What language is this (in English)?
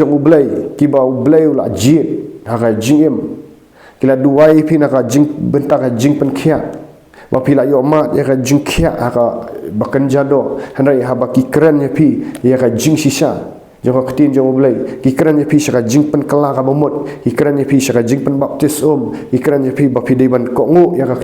Khasi